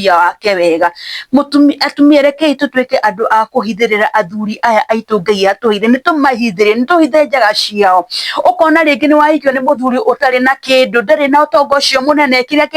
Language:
Kikuyu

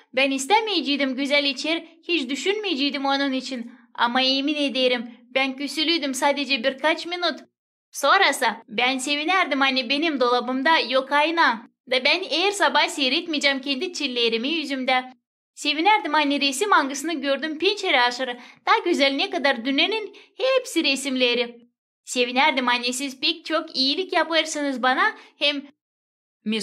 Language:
Gagauz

